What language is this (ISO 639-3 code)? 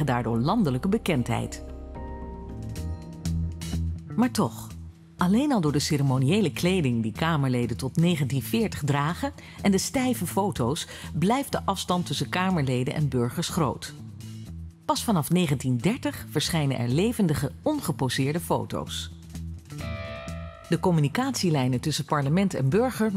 nld